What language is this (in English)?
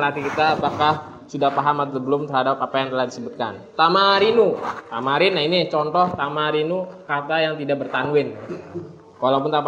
Indonesian